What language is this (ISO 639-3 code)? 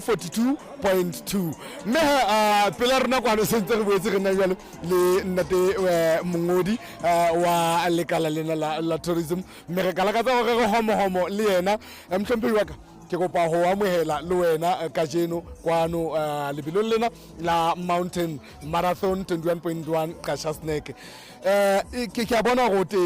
sot